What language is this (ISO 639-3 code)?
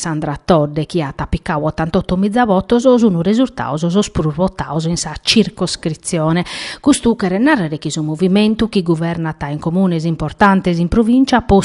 srd